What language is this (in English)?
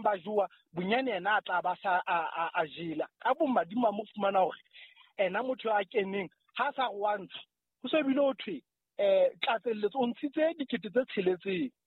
Southern Sotho